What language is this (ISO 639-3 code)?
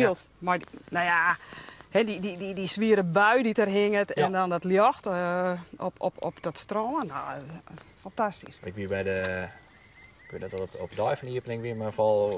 fry